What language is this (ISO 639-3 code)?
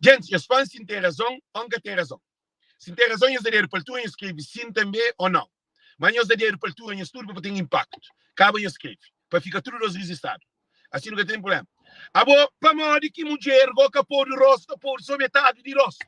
kea